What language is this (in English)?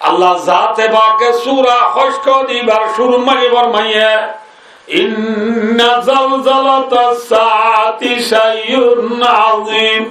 Rohingya